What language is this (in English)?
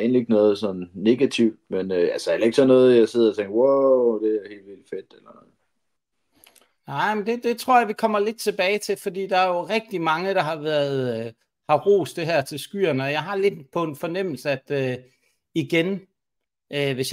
Danish